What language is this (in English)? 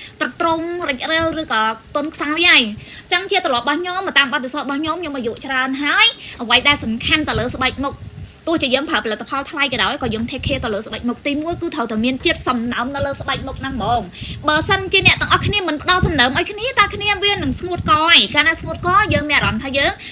Khmer